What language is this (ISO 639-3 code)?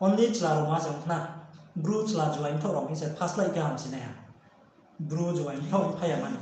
ria